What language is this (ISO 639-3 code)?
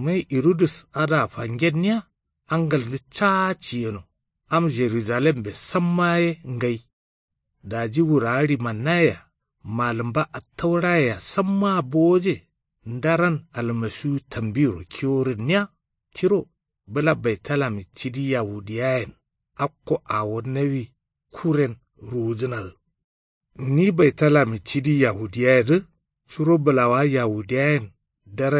kau